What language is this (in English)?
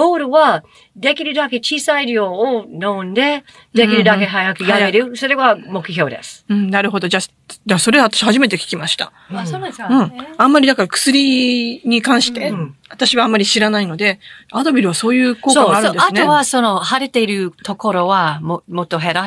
Japanese